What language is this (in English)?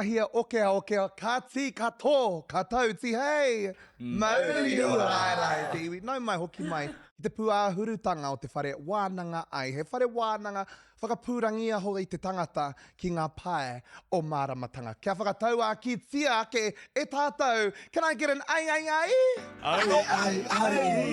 Māori